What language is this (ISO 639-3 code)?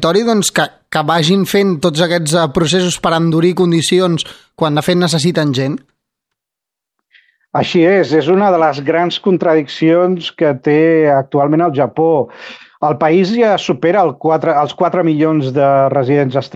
cat